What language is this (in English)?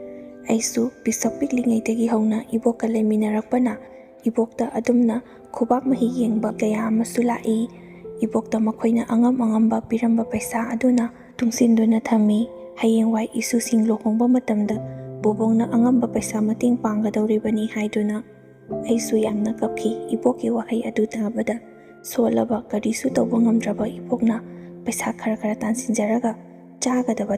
Manipuri